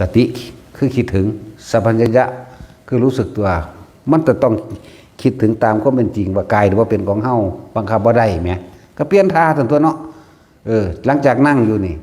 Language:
Northeastern Thai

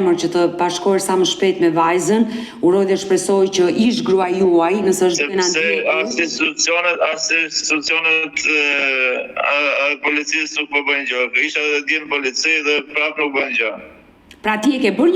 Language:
Albanian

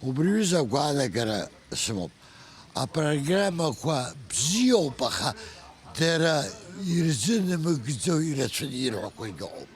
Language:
Abkhazian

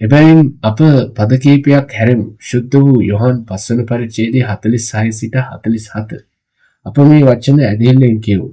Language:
Sinhala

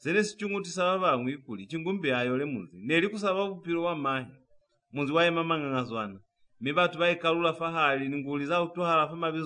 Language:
Lozi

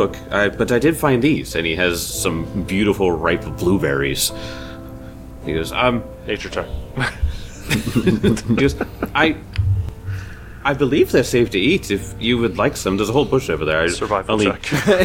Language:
English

